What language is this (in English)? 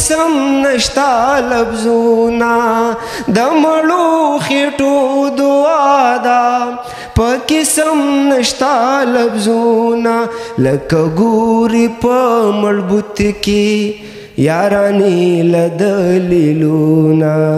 Pashto